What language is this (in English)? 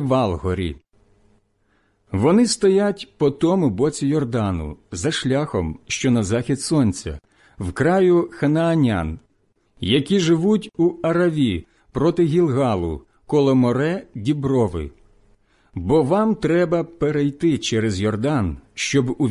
Ukrainian